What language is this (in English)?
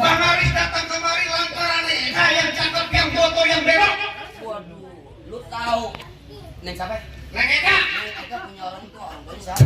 Betawi